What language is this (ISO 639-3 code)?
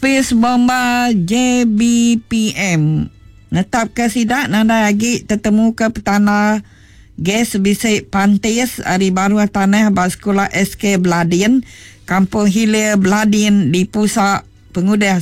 iba